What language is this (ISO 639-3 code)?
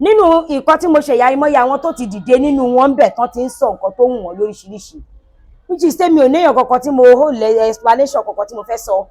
yor